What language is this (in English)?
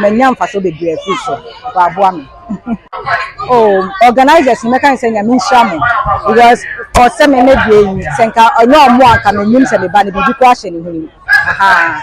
Akan